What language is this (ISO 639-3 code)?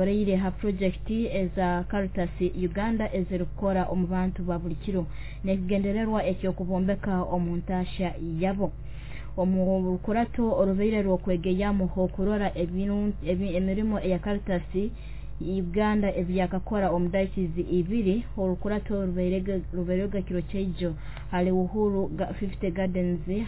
nyo